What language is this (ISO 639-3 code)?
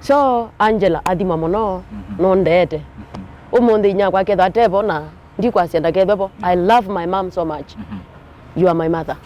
kam